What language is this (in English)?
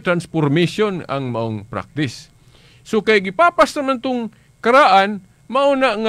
Cebuano